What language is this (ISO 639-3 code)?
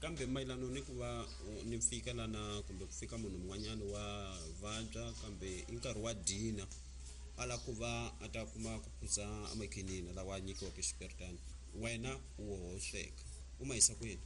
tso